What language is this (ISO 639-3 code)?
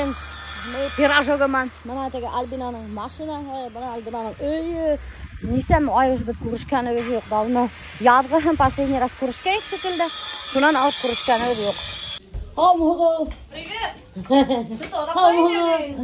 bak